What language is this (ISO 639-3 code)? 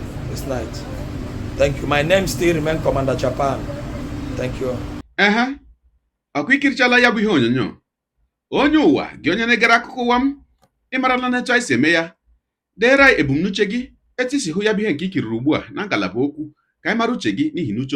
ibo